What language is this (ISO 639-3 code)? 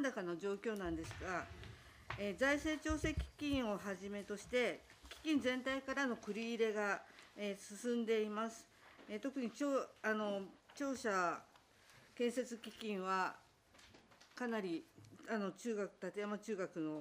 jpn